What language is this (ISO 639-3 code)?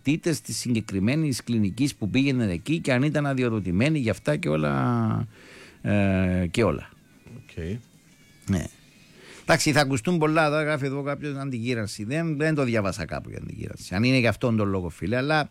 ell